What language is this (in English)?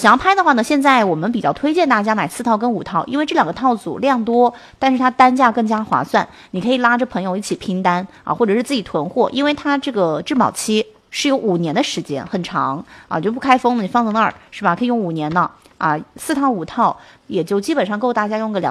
Chinese